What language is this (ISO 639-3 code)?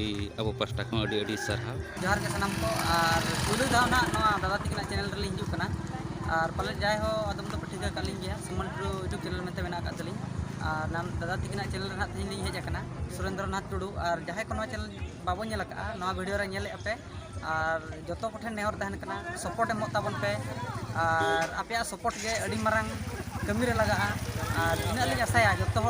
sat